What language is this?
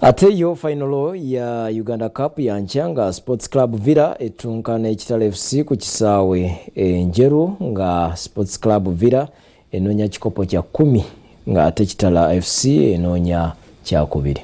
Ganda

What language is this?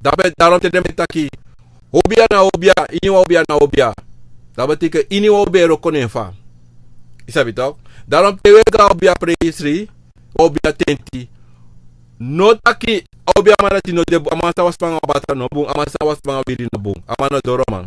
Sranan Tongo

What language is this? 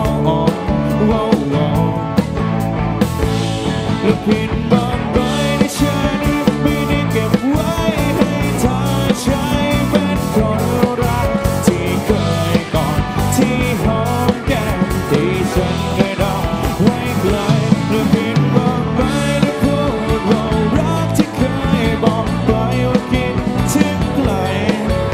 Thai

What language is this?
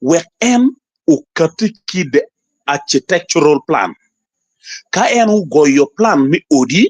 Acoli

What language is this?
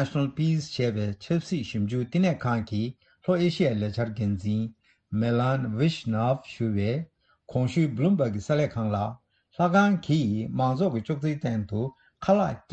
Tibetan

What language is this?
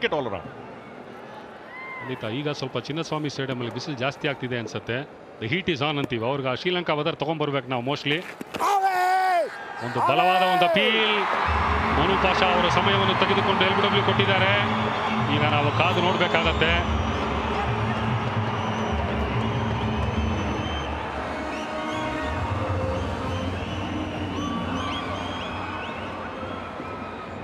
Kannada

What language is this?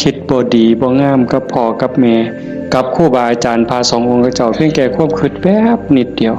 Northeastern Thai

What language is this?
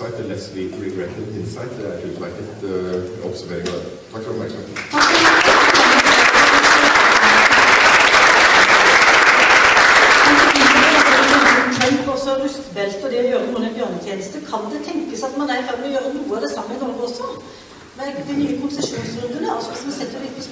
Norwegian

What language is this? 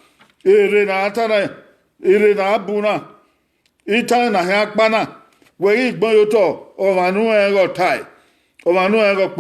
Bini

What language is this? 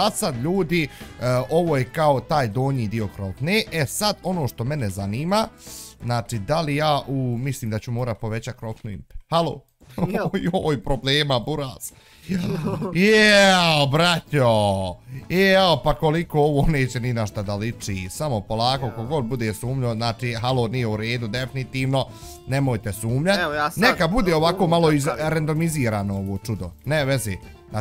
Bosnian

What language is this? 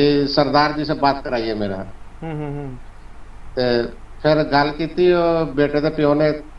Punjabi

